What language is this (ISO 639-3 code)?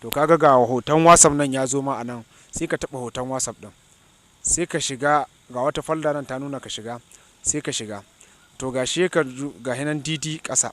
hau